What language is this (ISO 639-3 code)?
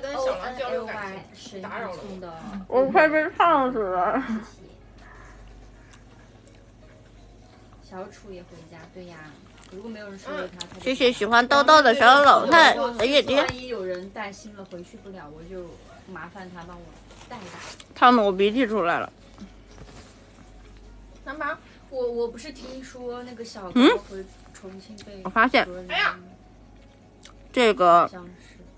zho